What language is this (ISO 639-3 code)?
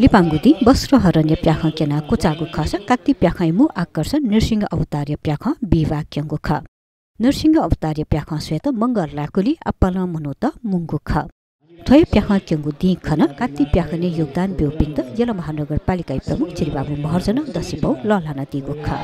new